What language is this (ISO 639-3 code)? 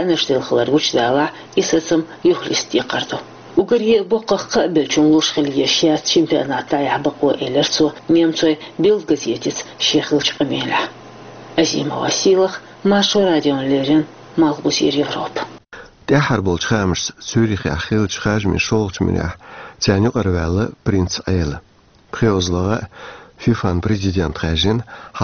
che